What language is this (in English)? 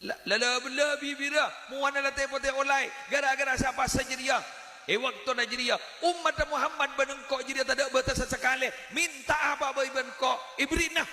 Madurese